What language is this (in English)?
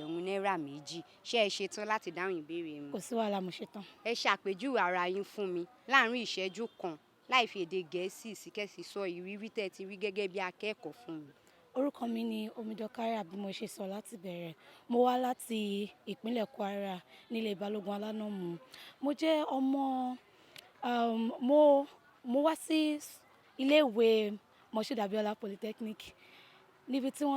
Yoruba